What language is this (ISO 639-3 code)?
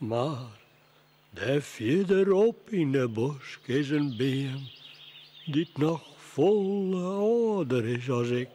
fry